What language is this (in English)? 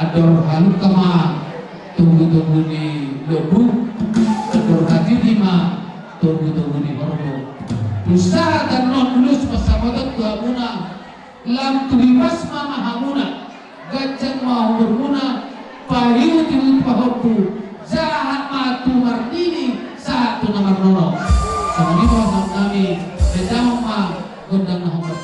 Batak Toba